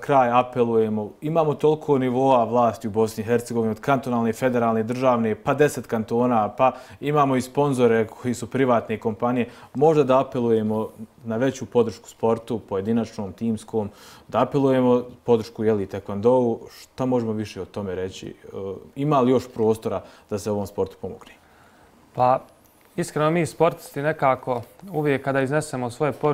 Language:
Bosnian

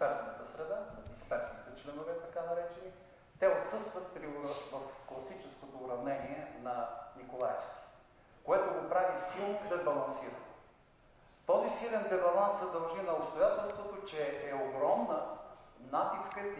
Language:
Bulgarian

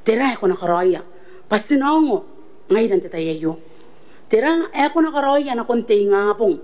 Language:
Gilbertese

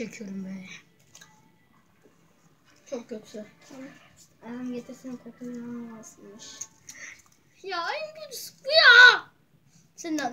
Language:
Turkish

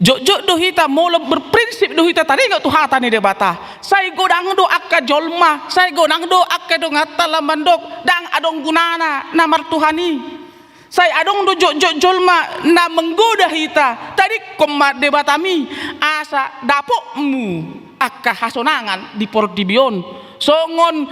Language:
Batak Toba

